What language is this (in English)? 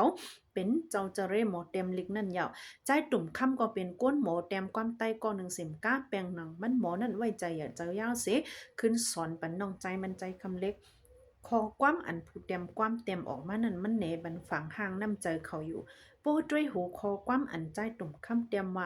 Shan